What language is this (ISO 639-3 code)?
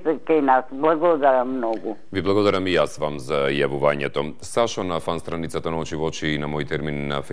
mkd